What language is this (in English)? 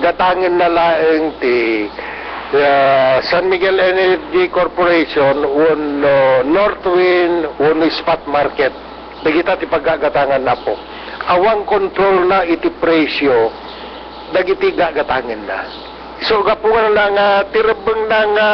Iloko